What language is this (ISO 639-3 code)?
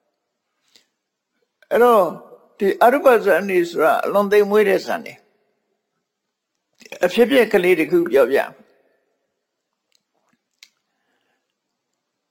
mya